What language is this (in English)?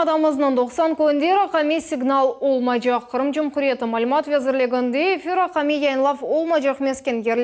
Crimean Tatar